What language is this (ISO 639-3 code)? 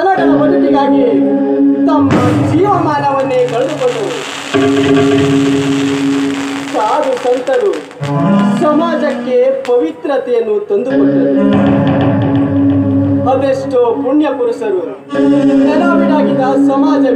kan